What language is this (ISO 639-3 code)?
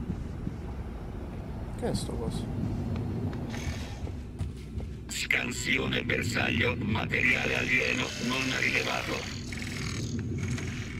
ita